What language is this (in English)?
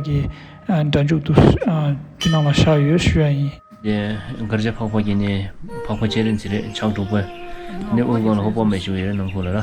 Tibetan